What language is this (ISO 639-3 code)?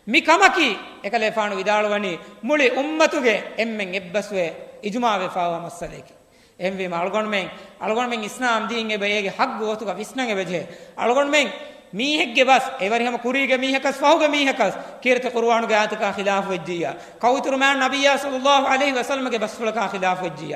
div